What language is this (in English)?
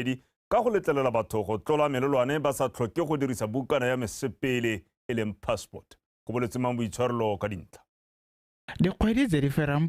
Tswana